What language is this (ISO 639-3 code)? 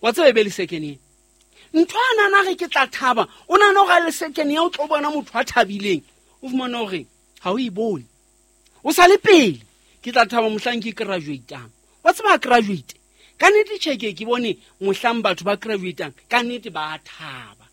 sot